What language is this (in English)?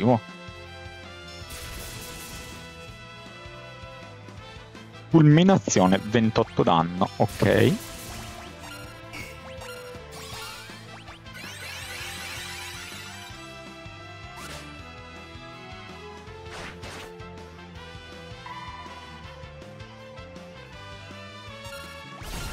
Italian